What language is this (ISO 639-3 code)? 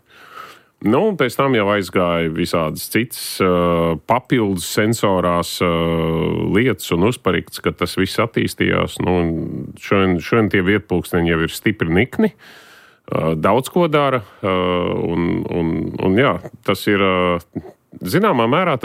lav